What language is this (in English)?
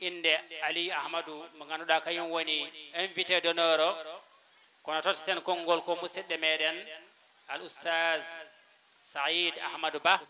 Fula